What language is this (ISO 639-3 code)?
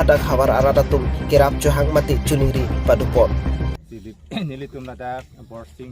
mjw